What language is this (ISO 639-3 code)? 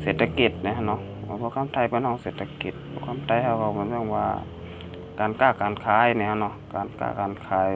shn